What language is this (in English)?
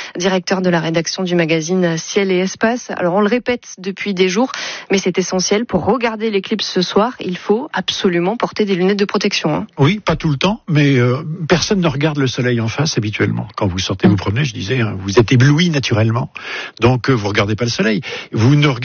French